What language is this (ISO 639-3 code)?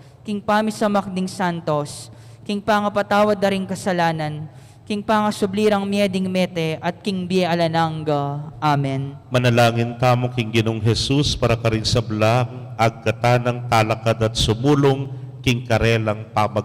pam